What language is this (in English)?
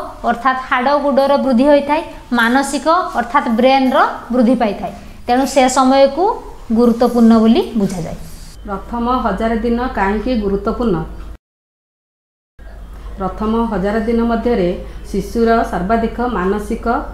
Odia